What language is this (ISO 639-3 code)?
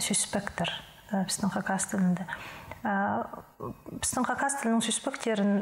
kjh